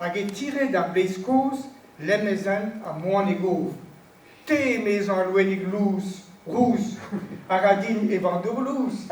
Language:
Breton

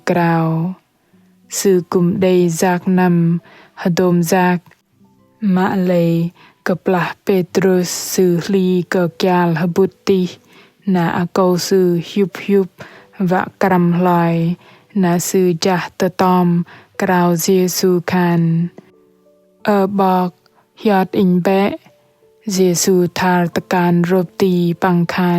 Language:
Bahnar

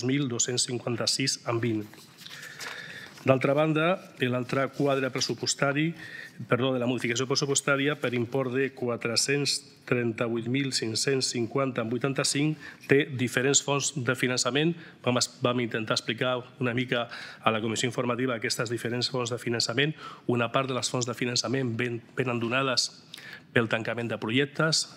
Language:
Catalan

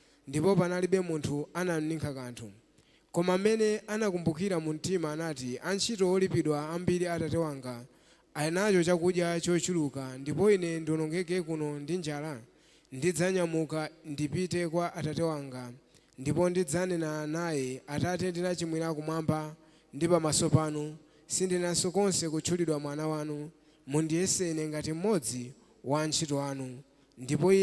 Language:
Nyanja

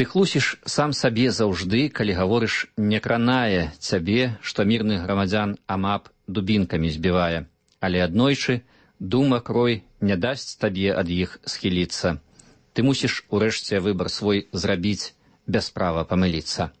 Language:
Belarusian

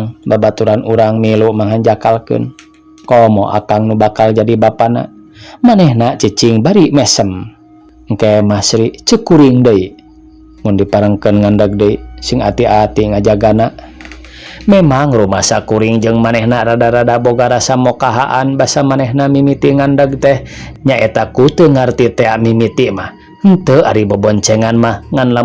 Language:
Sundanese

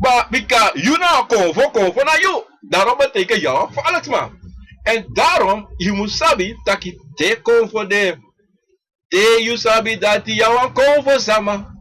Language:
Sranan Tongo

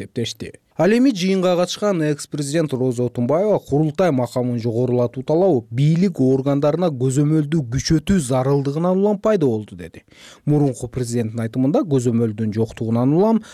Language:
Kyrgyz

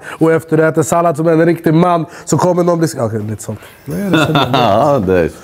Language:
Swedish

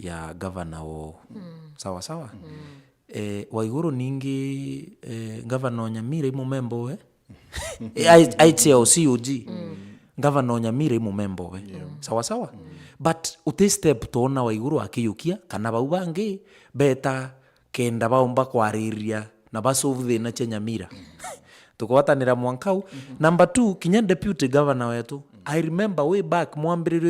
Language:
Meru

